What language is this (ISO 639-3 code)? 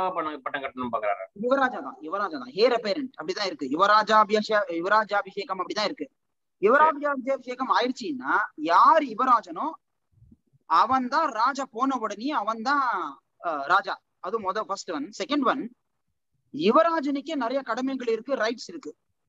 tam